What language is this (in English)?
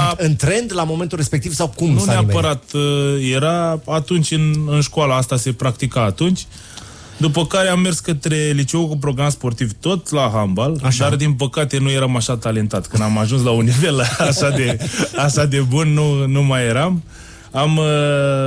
Romanian